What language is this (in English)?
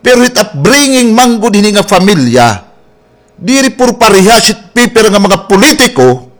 Waray